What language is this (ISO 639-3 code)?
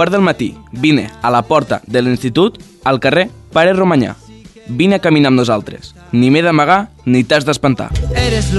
cat